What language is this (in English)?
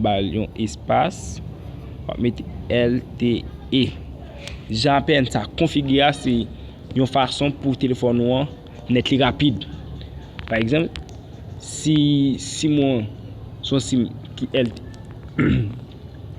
Haitian Creole